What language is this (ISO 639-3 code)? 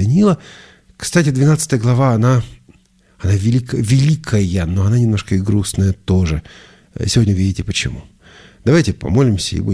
rus